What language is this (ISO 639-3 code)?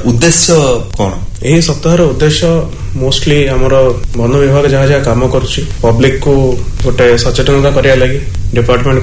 ori